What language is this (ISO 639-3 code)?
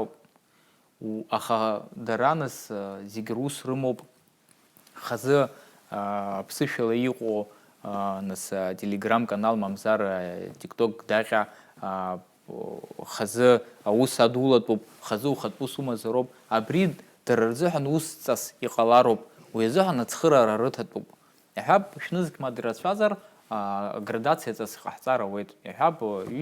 abk